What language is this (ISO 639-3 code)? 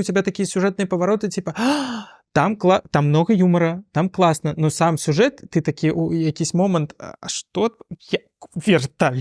bel